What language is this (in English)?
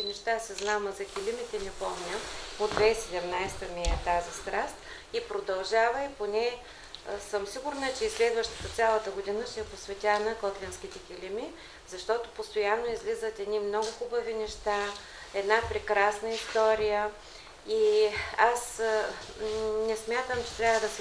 Bulgarian